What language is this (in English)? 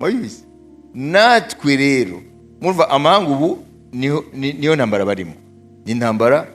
Kinyarwanda